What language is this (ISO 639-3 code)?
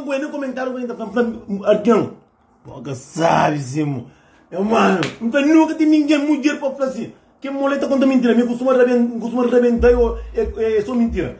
kea